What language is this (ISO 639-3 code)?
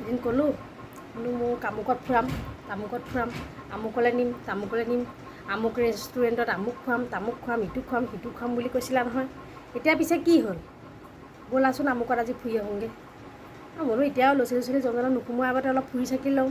asm